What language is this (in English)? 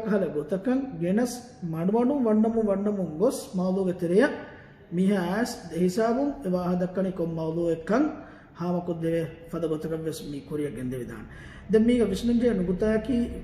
Divehi